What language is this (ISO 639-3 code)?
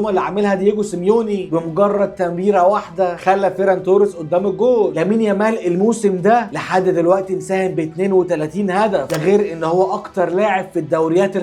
arz